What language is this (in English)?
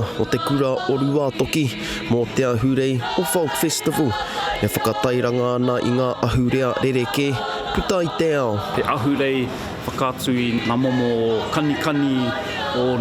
Māori